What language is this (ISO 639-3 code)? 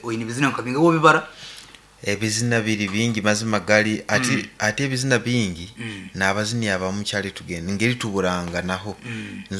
nyn